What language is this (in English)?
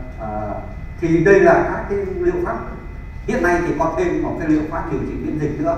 Vietnamese